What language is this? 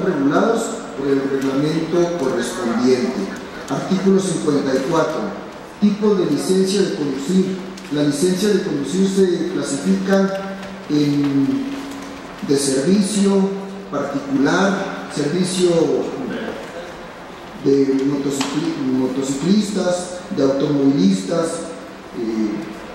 Spanish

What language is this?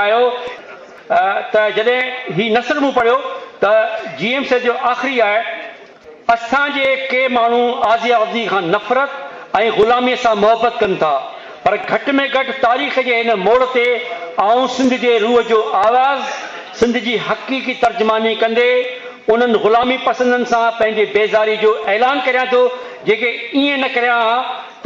Sindhi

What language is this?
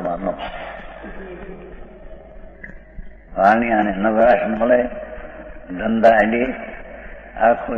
Gujarati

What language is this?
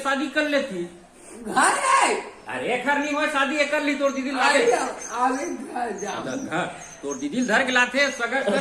Chhattisgarhi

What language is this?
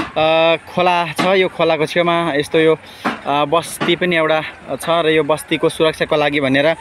Nepali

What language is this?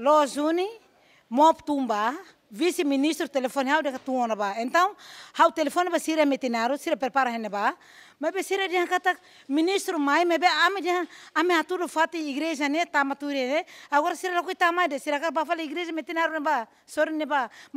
Tetum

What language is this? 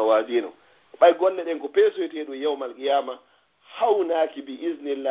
Fula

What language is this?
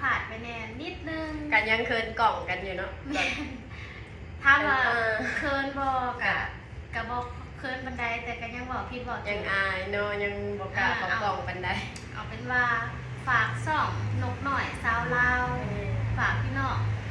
Lao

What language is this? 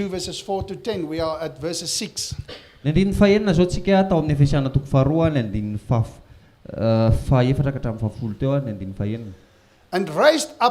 Malagasy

